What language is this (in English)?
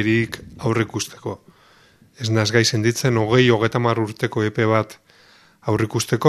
Basque